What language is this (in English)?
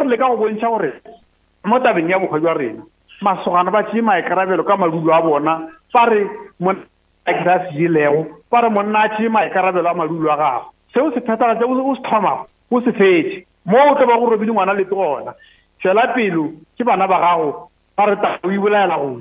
Northern Sotho